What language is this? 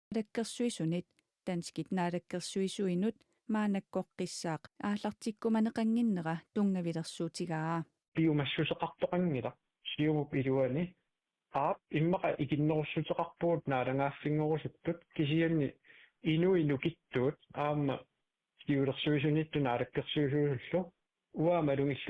Kalaallisut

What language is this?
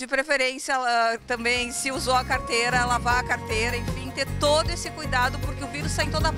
Portuguese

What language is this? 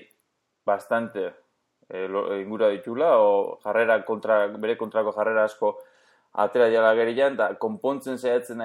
Basque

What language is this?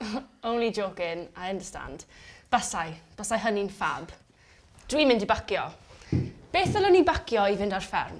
Welsh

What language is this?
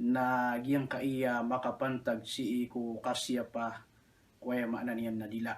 Maranao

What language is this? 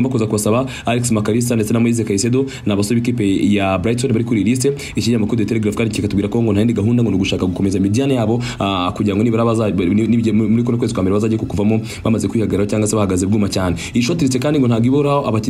Kinyarwanda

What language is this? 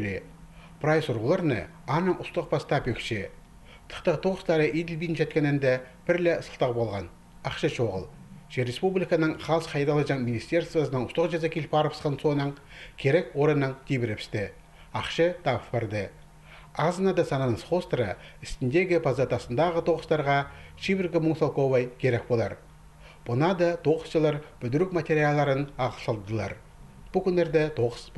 Khakas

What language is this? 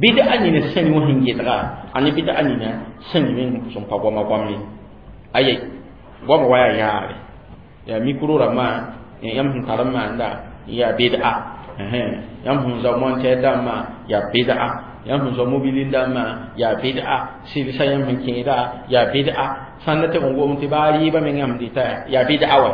Mossi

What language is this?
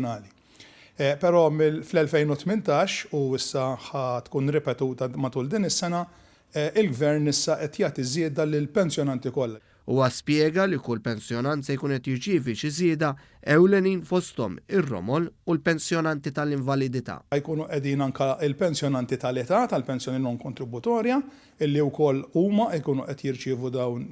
Maltese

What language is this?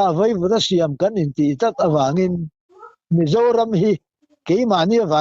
Mizo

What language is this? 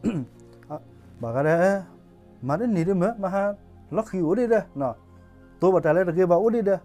S'gaw Karen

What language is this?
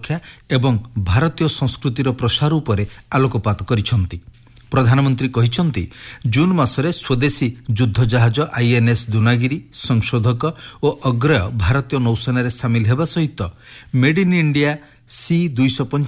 Odia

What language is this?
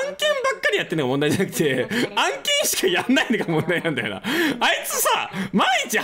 Japanese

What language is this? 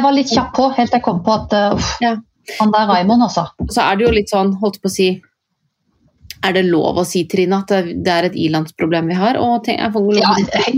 Norwegian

